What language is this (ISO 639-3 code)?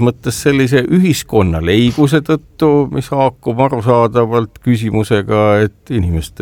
est